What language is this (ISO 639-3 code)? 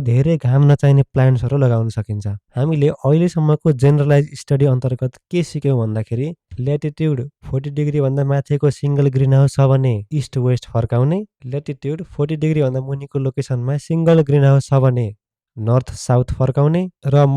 nep